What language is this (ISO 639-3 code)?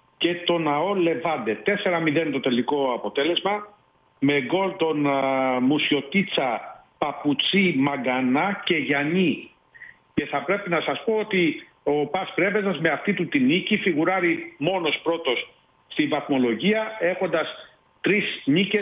ell